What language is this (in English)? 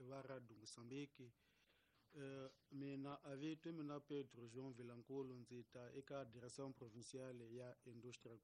Tsonga